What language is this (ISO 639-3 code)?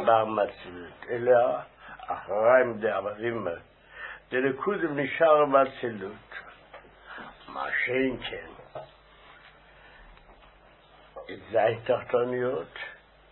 heb